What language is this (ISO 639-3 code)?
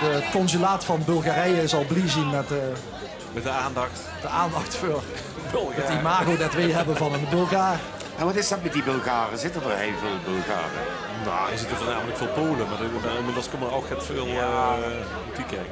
lim